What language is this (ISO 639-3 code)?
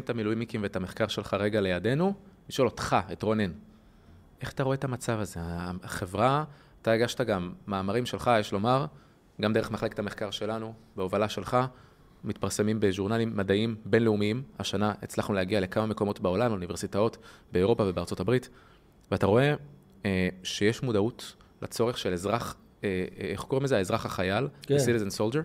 heb